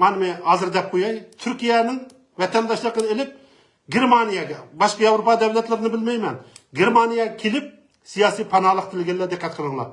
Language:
Uyghur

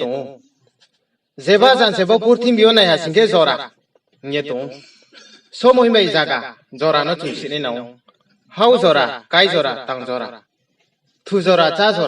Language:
Riang (India)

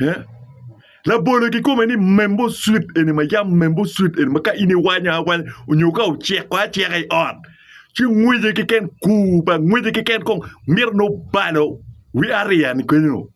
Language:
Acoli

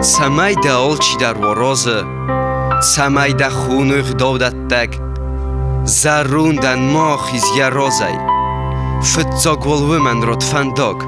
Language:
Ossetic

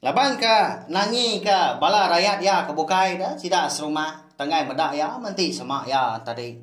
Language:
Iban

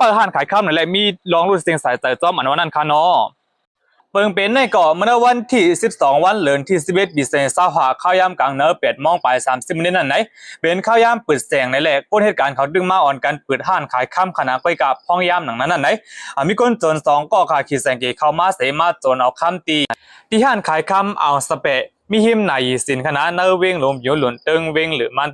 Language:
Shan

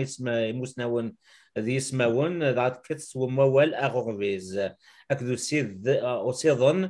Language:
Kabyle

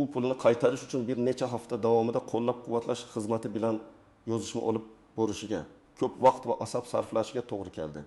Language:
Uzbek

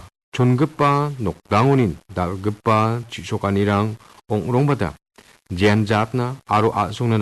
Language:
Garo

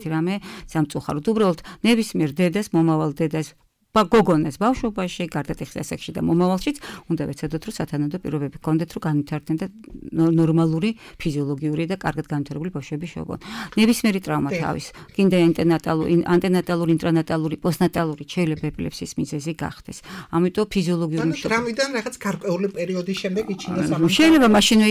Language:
Georgian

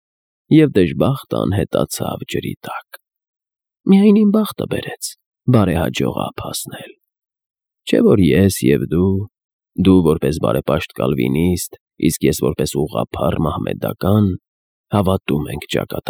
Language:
Armenian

